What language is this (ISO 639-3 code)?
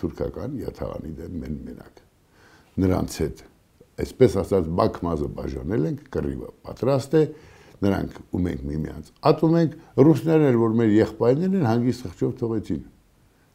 hye